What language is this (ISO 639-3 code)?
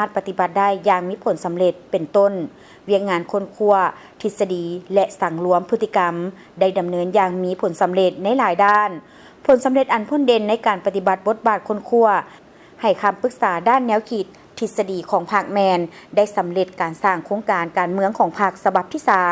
lao